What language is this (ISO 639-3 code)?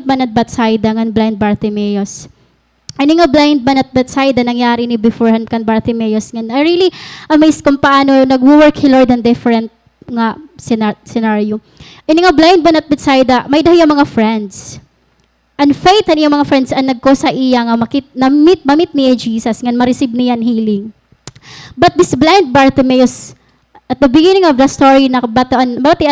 war